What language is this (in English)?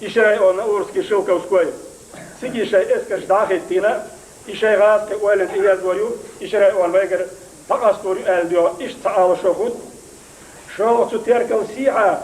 Chechen